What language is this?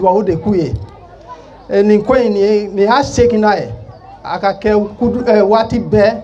Bambara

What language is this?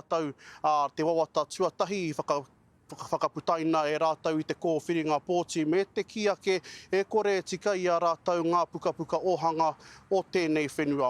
Māori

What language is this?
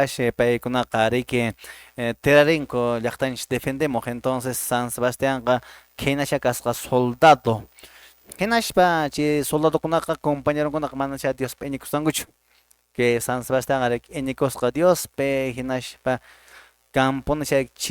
Quechua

